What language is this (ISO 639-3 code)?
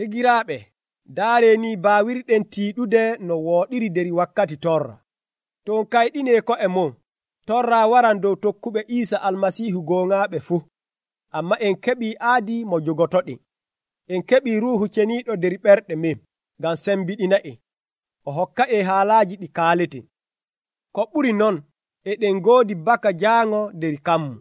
fuv